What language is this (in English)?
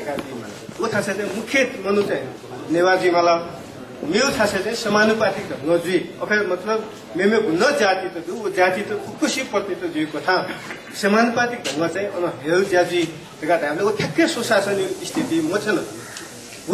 Newari